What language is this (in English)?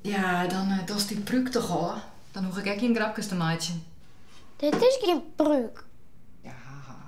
Western Frisian